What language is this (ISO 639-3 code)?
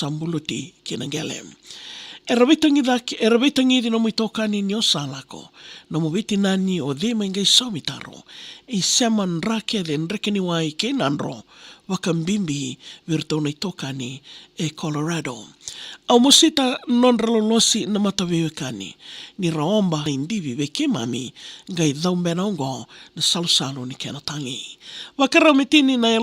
fij